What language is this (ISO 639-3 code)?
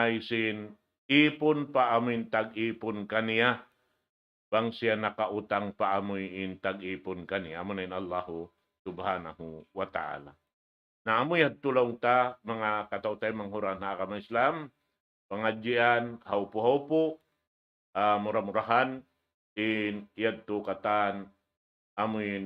tsg